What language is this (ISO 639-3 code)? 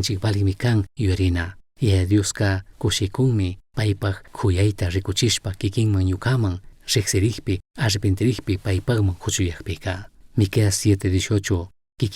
qug